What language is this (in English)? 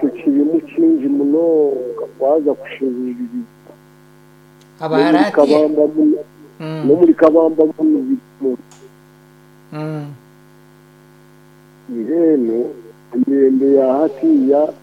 Kinyarwanda